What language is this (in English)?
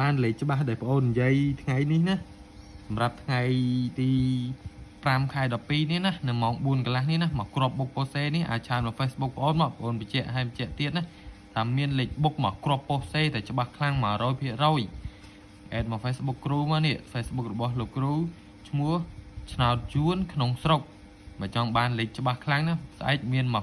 Khmer